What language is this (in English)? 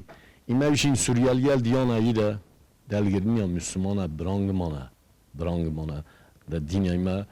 Kurdish